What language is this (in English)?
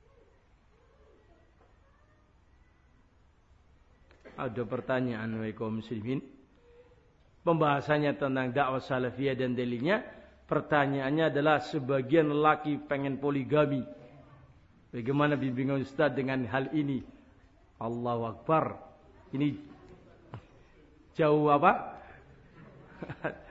Indonesian